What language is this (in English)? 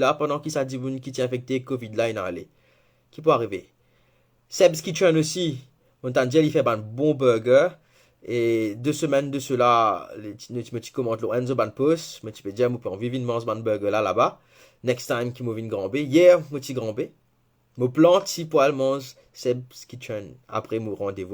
Morisyen